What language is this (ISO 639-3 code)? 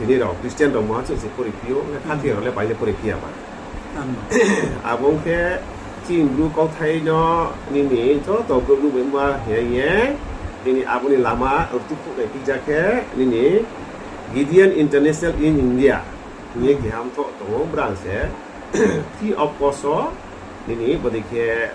ria